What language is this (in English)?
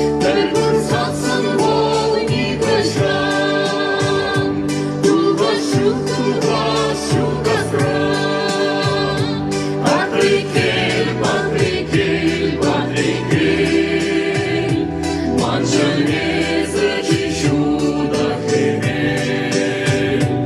Chuvash